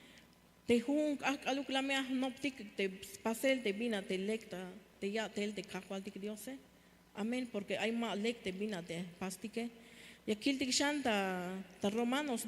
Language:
Tzeltal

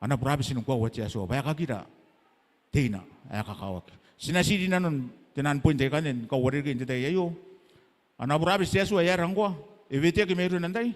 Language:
Gilbertese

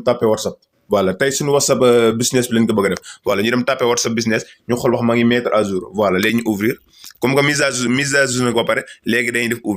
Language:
Wolof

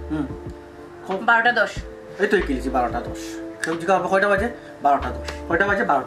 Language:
Sylheti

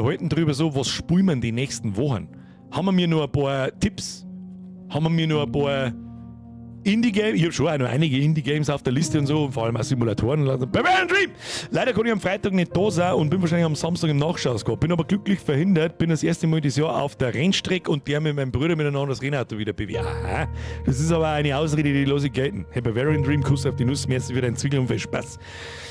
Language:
Bavarian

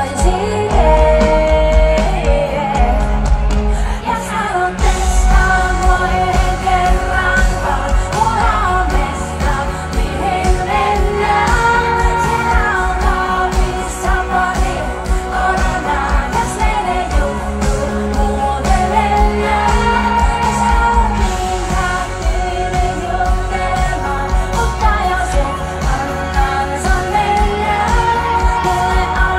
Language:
Finnish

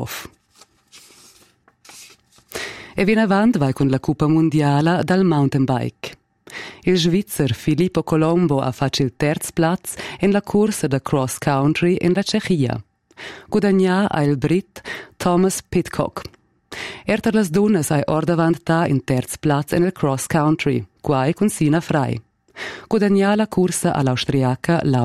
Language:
Romansh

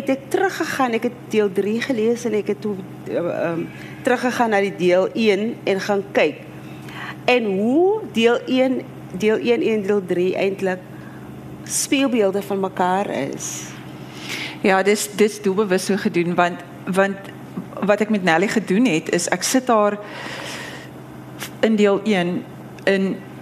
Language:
Afrikaans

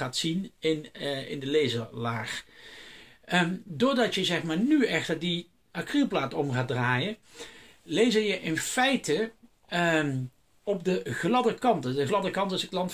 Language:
Dutch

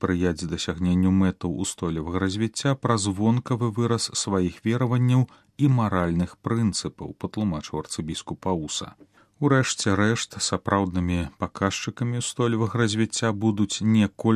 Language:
Belarusian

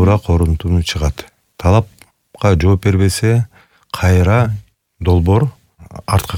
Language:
Kyrgyz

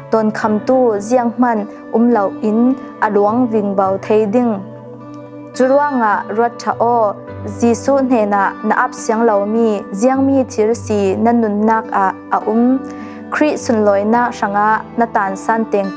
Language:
Falam Chin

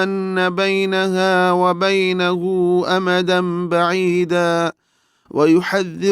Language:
Divehi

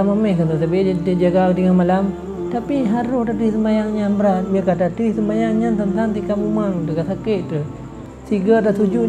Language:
Achinese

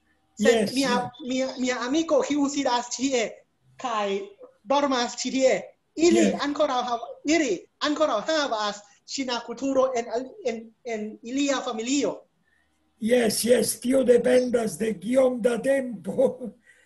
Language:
Esperanto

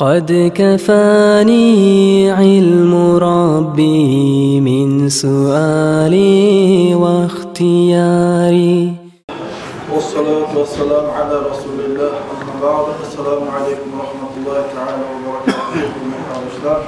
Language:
Kumyk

